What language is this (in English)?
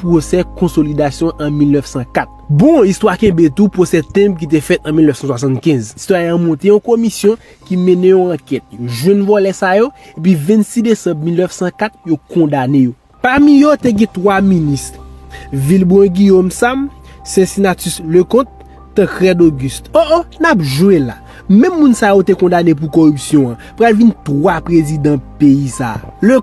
Haitian Creole